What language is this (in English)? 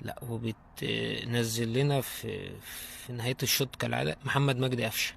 Egyptian Arabic